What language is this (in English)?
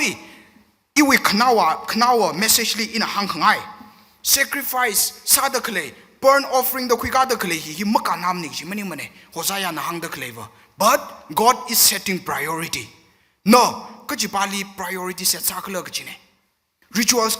Tangkhul Naga (India)